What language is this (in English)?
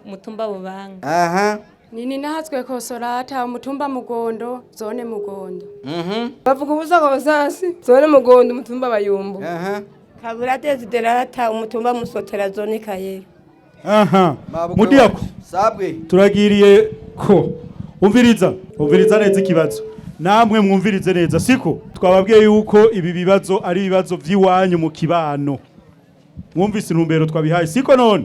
Rundi